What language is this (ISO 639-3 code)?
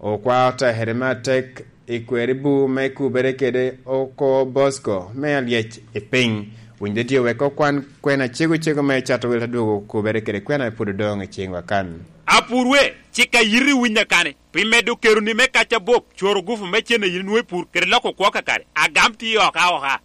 laj